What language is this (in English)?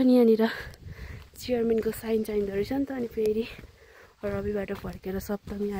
Nepali